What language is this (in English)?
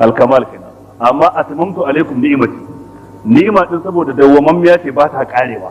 Hausa